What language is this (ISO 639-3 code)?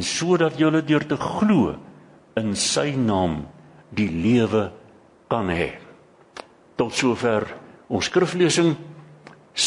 afr